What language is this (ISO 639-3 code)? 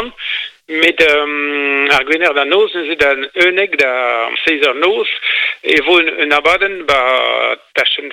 bre